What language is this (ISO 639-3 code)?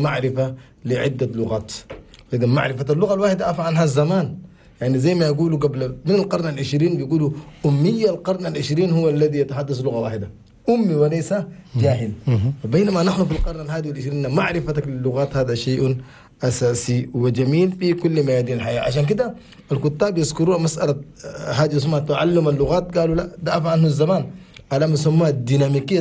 shu